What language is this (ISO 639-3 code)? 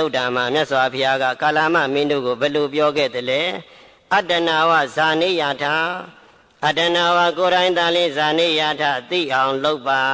mya